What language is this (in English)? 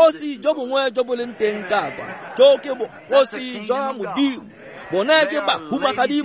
Tswana